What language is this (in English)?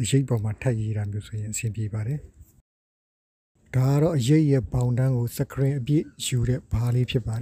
Burmese